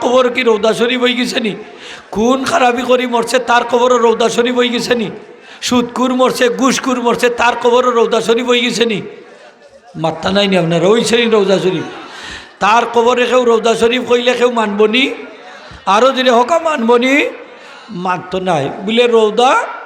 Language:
Sylheti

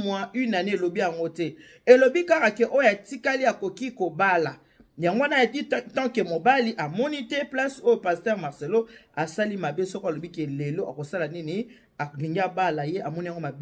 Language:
Lingala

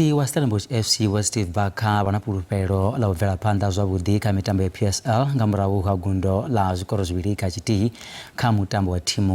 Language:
Venda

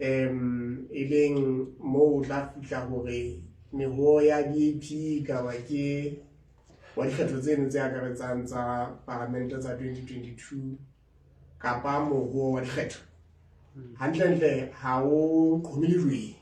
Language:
Southern Sotho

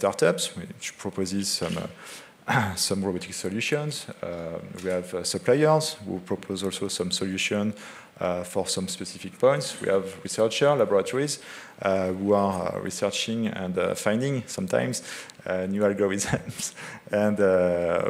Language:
English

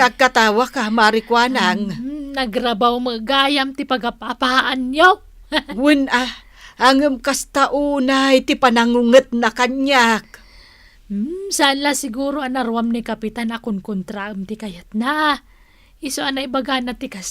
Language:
Iloko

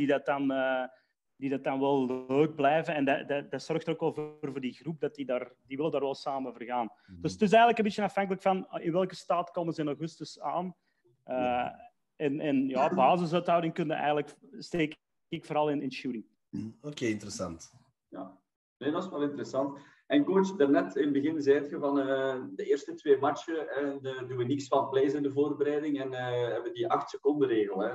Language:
Dutch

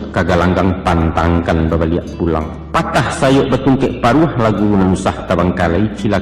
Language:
Minangkabau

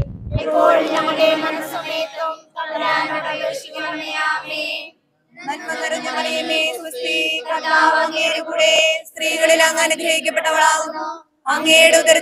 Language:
Malayalam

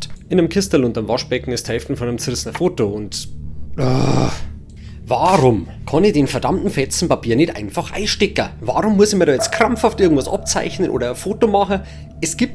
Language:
Bavarian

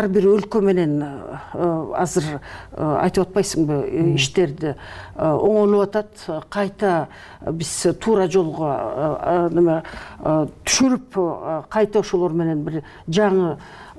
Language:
Kyrgyz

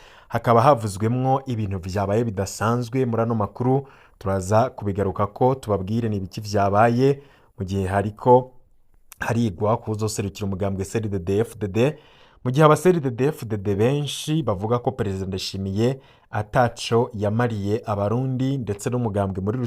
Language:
Rundi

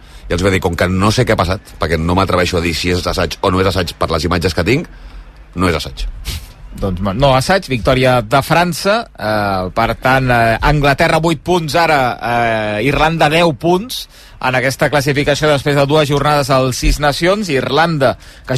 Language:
Catalan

